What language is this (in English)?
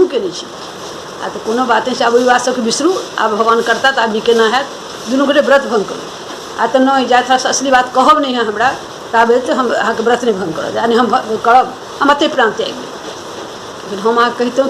Maithili